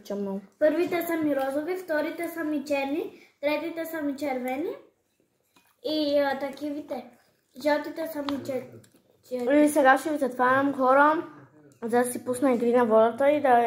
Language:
Bulgarian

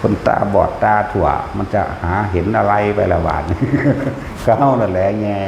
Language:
Northeastern Thai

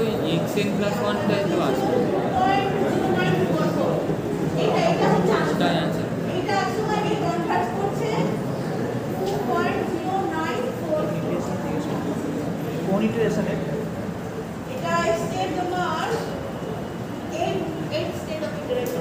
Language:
Bangla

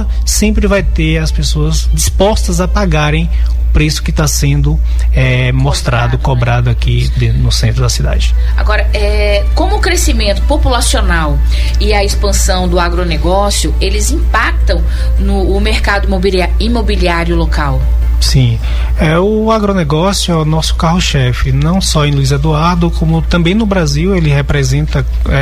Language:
Portuguese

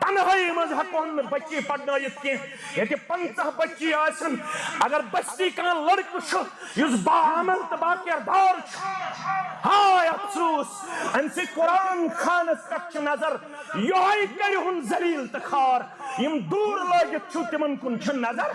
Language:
Kashmiri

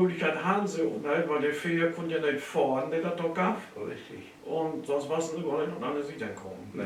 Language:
Low German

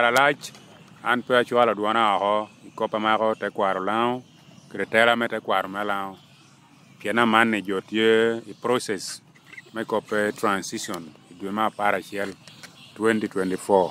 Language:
Lango (Uganda)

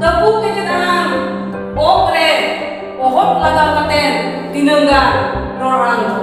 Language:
Santali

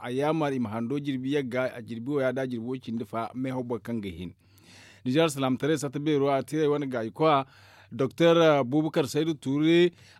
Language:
Zarma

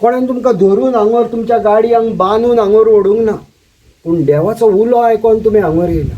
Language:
Konkani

